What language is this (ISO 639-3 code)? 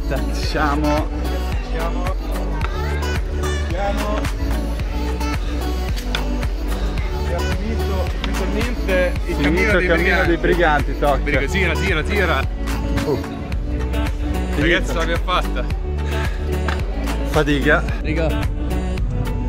ita